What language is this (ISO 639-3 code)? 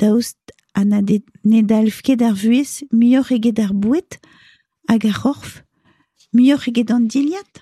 bre